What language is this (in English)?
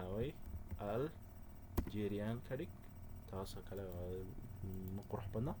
Somali